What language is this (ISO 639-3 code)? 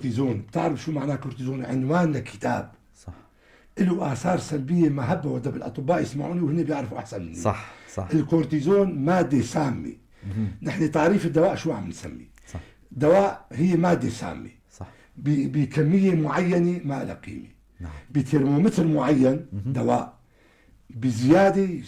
apc